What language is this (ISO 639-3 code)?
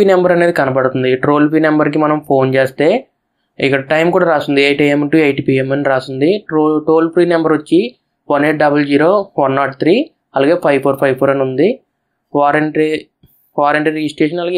tel